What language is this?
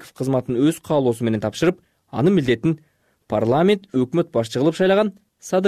Kyrgyz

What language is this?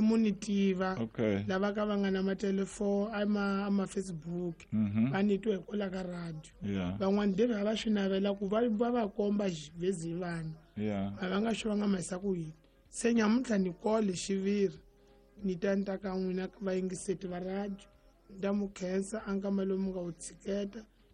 Tsonga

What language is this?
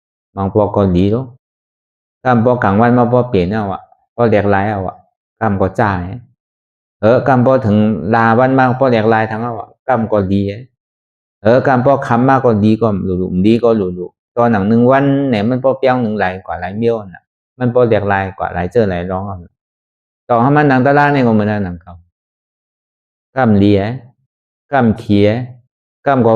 Shan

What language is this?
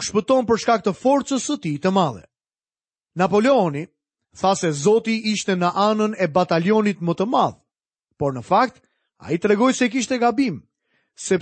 Albanian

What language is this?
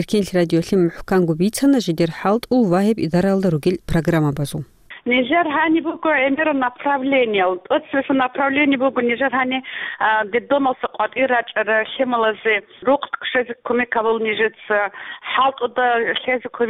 Avaric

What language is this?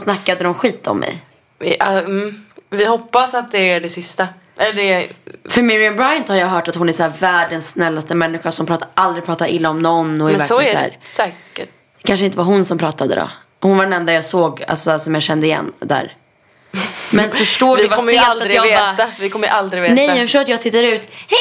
Swedish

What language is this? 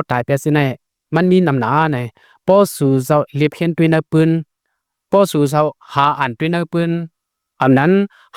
Lao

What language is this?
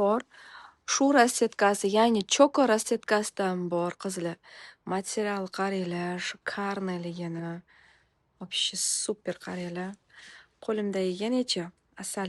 Uzbek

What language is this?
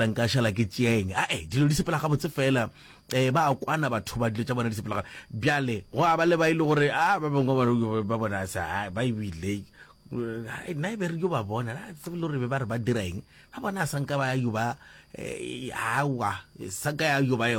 Northern Sotho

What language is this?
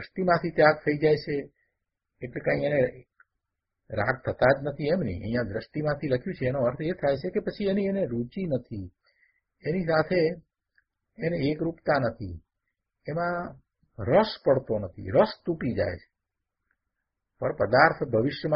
Gujarati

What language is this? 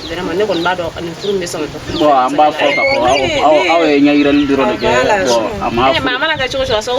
Bambara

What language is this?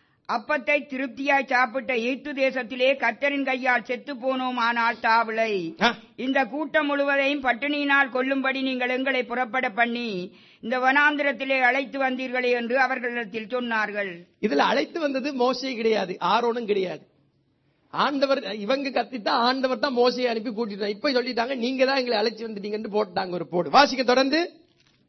Tamil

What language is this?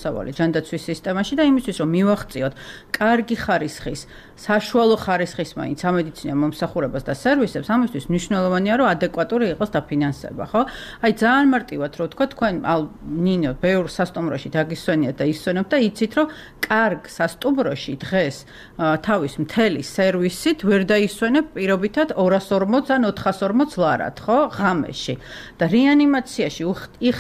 Georgian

